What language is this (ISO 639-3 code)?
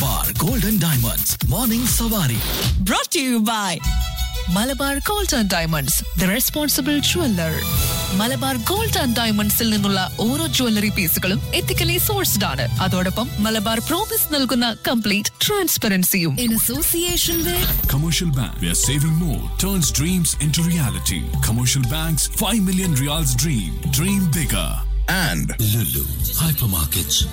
mal